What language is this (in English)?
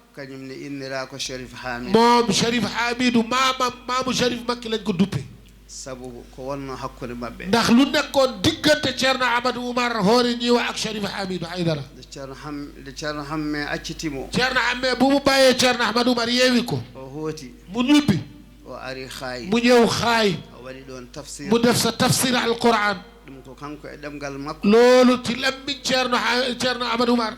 Fula